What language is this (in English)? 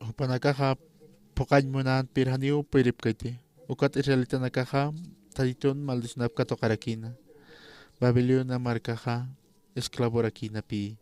Aymara